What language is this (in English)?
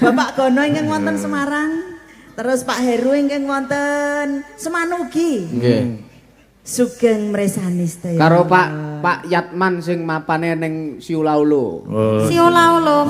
Javanese